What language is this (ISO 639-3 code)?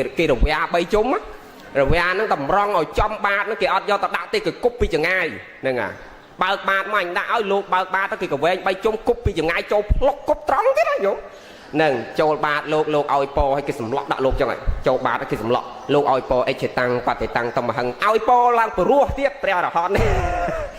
khm